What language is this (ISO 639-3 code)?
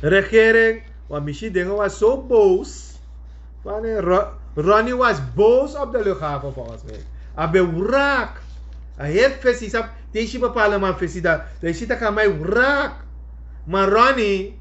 srn